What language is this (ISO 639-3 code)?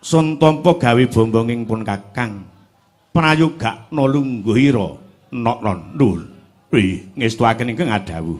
jav